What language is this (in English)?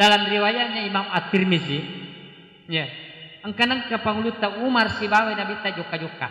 Buginese